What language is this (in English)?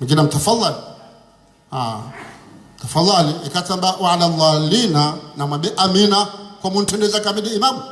Ngazidja Comorian